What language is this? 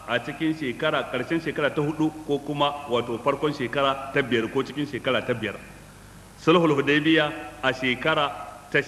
Hausa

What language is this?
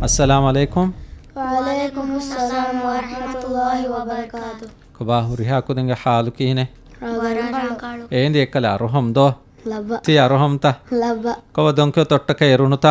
Divehi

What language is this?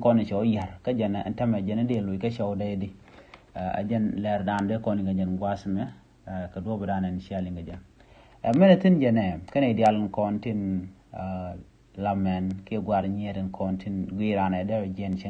Nuer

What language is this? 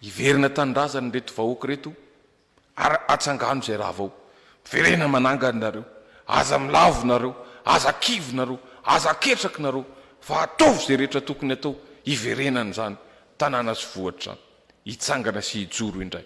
Malagasy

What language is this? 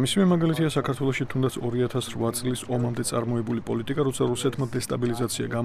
Georgian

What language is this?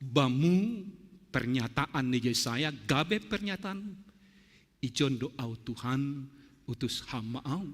Batak Simalungun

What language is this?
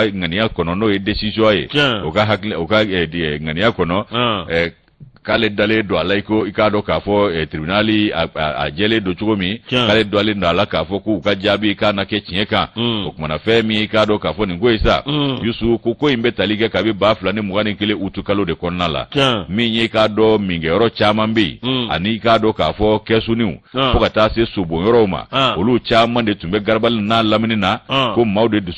Bambara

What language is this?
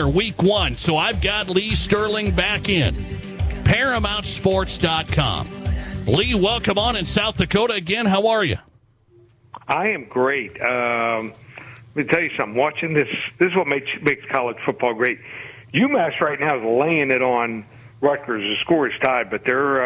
English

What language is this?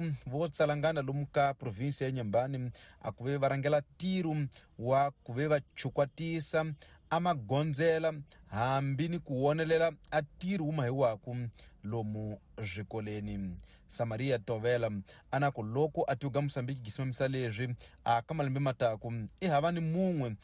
Tsonga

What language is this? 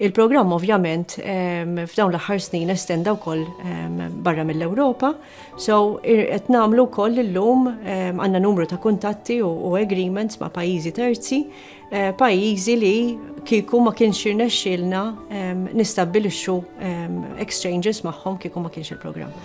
Maltese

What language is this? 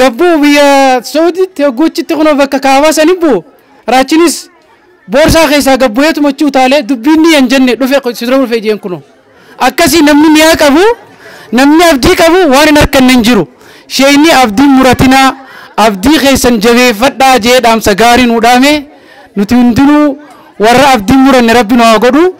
Oromo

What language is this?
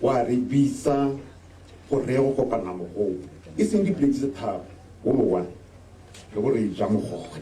Tswana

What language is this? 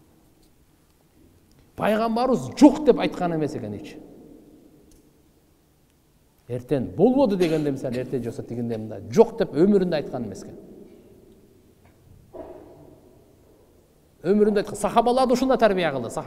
Kyrgyz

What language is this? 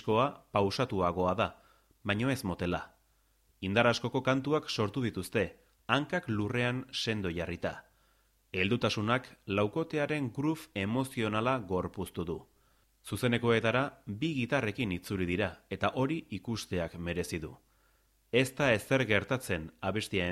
Basque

